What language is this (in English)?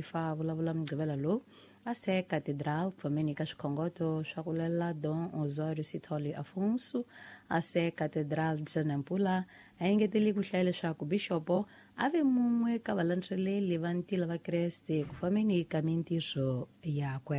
Tsonga